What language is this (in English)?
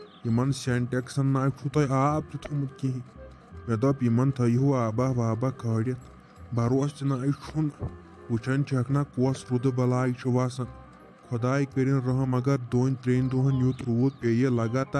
Kashmiri